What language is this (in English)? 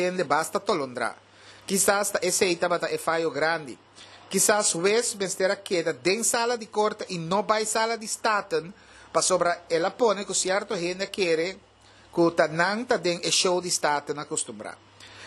Papiamento